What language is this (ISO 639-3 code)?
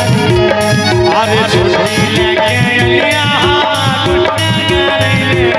mai